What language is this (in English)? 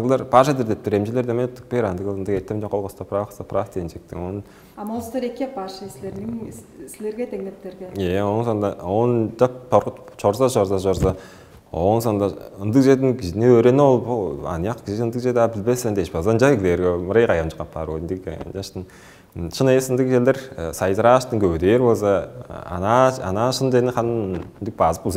Tuvinian